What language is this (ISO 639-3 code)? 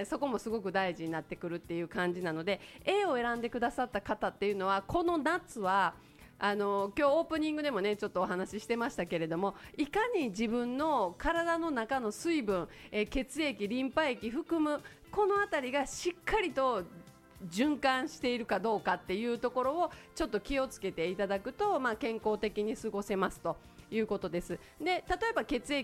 jpn